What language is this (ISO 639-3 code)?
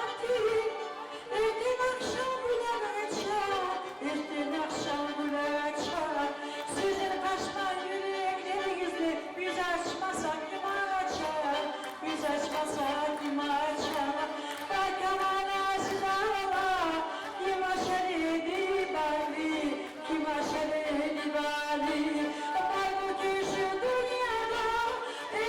kum